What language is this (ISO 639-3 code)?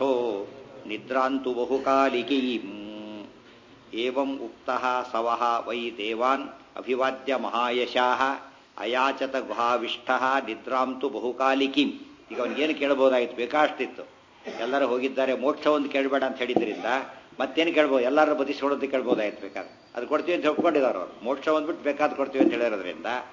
kan